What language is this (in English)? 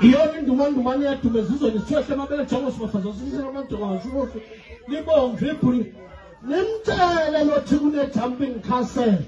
Zulu